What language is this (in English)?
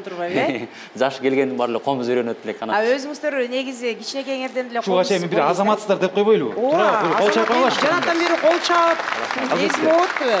Kyrgyz